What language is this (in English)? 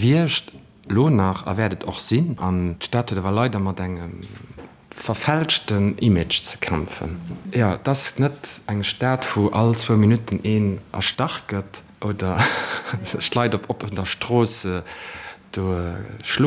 Luxembourgish